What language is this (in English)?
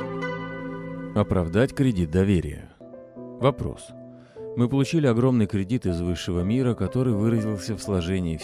Russian